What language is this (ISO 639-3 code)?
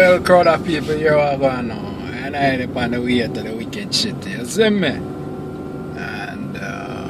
jam